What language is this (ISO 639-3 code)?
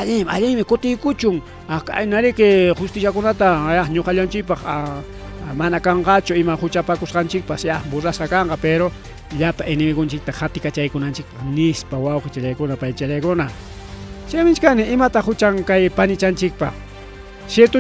quy